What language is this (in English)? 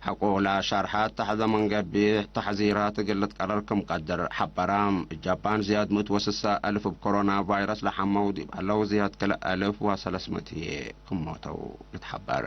Tigre